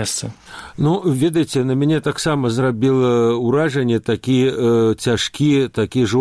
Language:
Belarusian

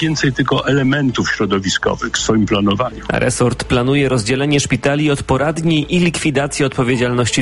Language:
Polish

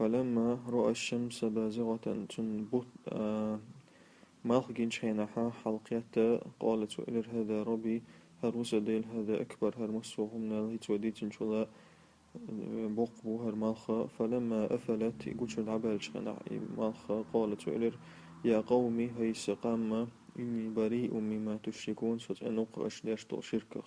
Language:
Chechen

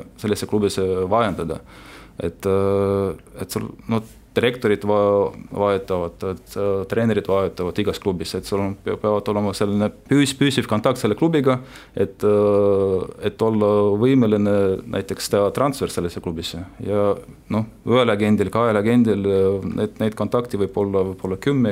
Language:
Estonian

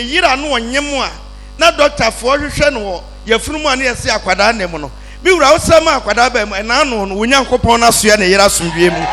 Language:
Akan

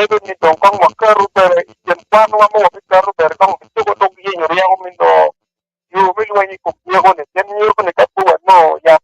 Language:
Acoli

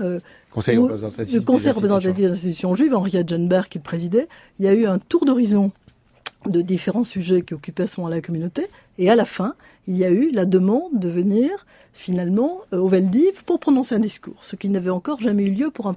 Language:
French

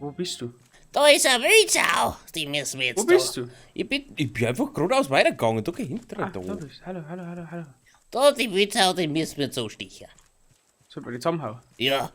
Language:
Bavarian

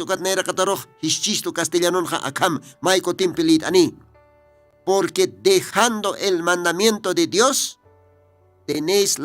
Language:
Aymara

